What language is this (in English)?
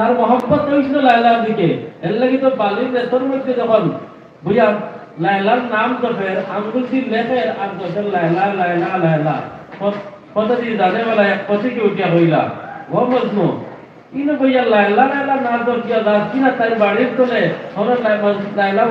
Sylheti